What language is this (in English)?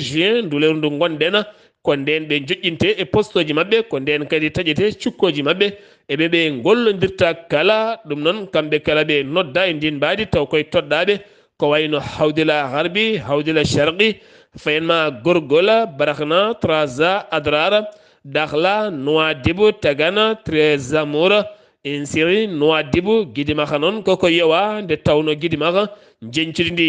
Fula